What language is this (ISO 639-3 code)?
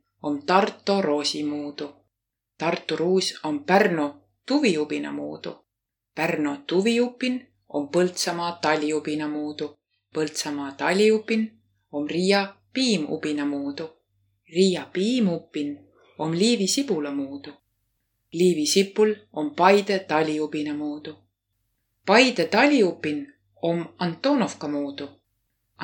vro